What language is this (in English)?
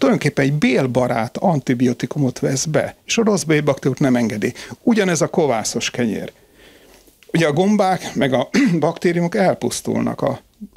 Hungarian